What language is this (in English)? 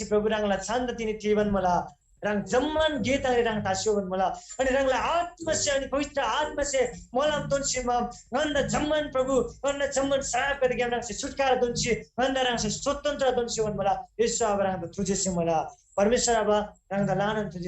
Eastern Tamang